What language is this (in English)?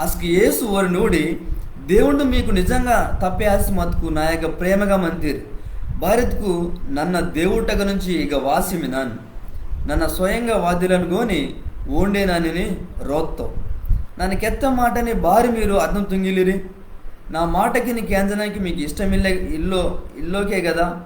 Koya